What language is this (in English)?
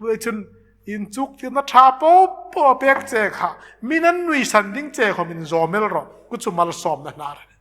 Hmar